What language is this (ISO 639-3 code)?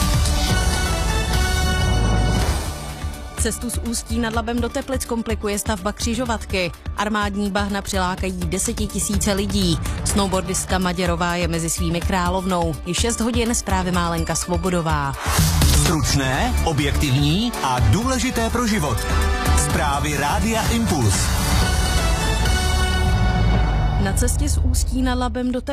ces